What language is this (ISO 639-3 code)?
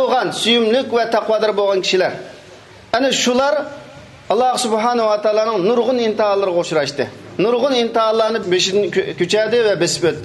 uig